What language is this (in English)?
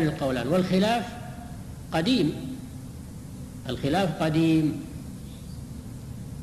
Arabic